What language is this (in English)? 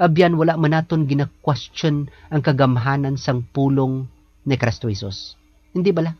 Hiligaynon